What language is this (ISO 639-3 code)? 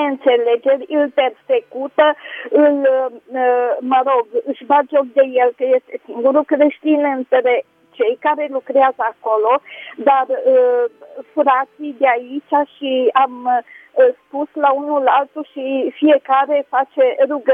ron